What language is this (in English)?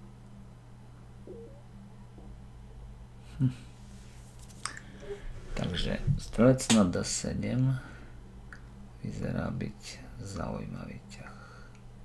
Slovak